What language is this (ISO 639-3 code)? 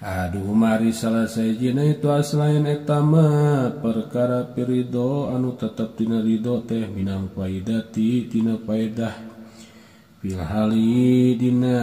sun